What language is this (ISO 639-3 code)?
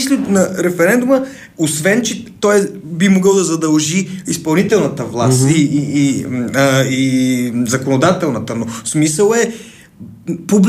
bul